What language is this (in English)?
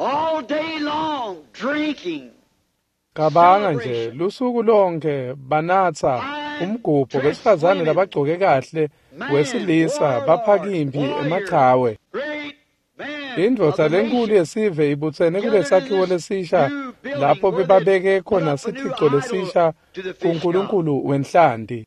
Swati